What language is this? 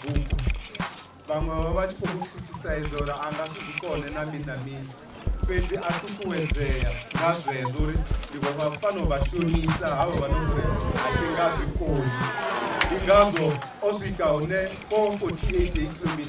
Venda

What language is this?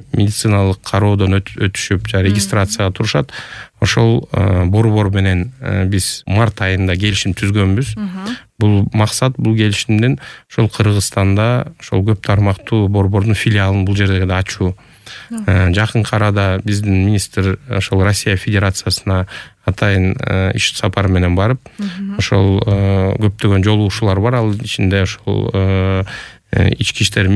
Kyrgyz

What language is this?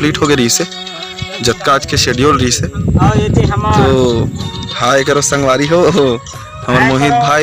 Chhattisgarhi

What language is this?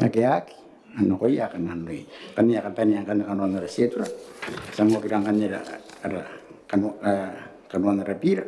Gilbertese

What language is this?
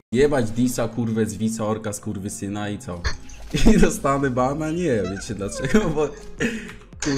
Polish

